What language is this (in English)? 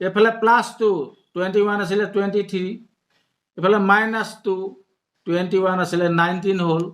Assamese